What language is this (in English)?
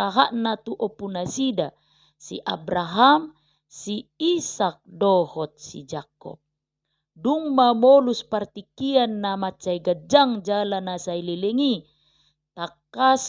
Batak Toba